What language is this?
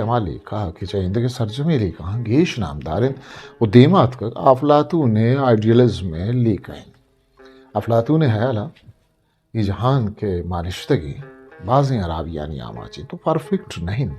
Eastern Balochi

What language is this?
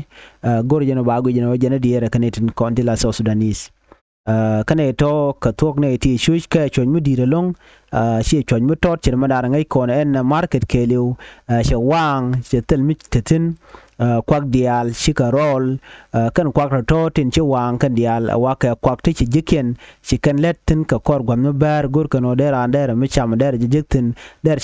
Nuer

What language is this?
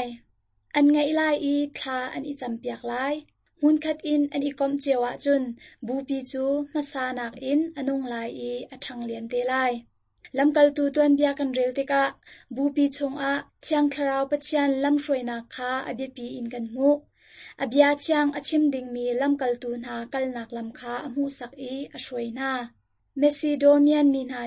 Hakha Chin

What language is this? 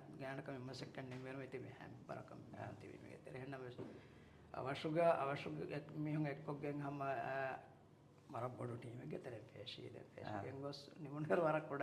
Divehi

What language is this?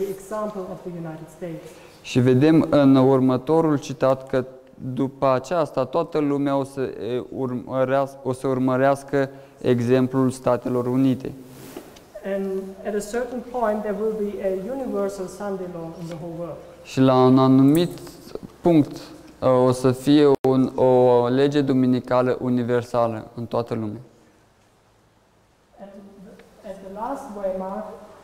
Romanian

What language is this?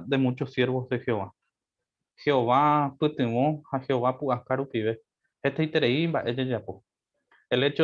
Guarani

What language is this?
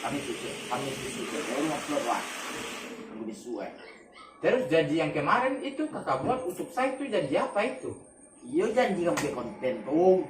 Minangkabau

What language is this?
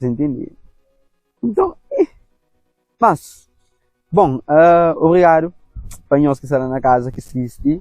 Kabuverdianu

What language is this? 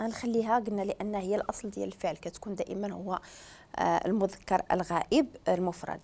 Moroccan Arabic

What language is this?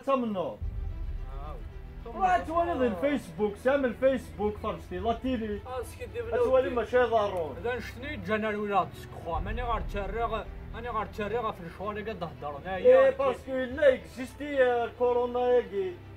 Kabyle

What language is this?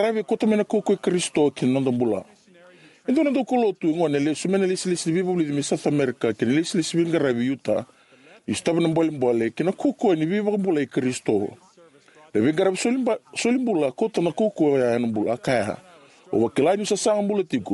Fijian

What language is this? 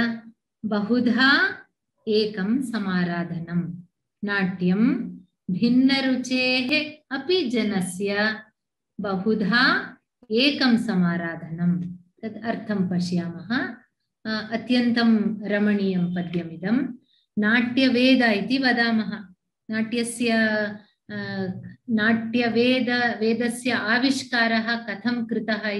Sanskrit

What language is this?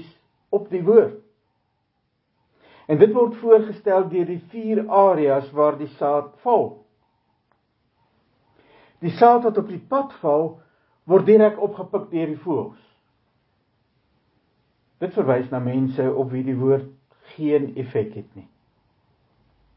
Afrikaans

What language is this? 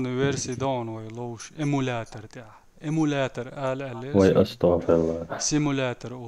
Chechen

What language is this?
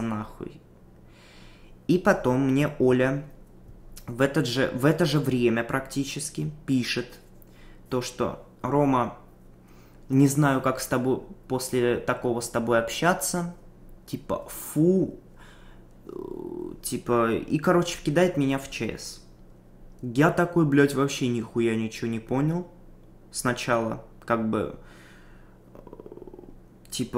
Russian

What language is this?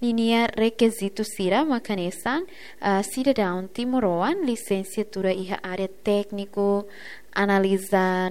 Tetum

